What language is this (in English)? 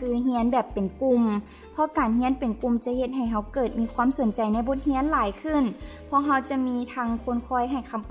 Lao